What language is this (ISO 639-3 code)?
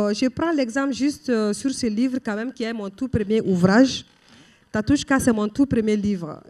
fra